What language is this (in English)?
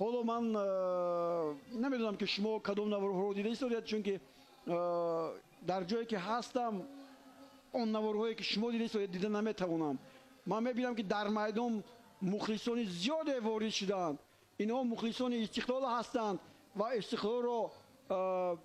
Tajik